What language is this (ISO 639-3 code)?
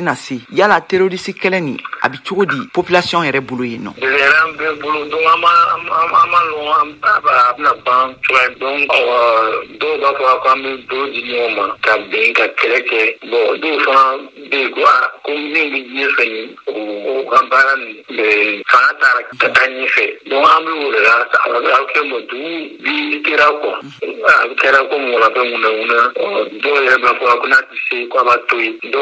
bam